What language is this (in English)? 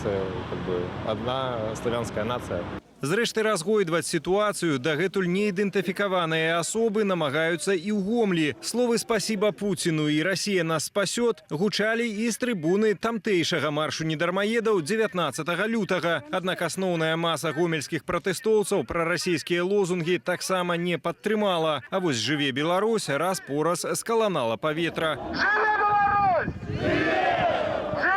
Belarusian